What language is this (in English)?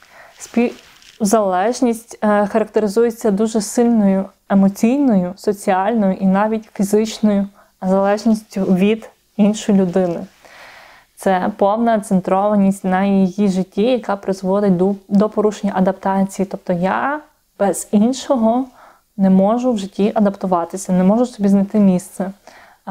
Ukrainian